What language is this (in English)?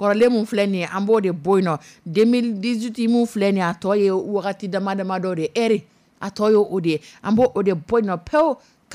Dyula